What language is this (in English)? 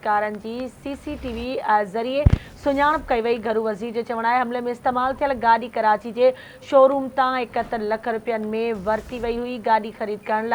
Sindhi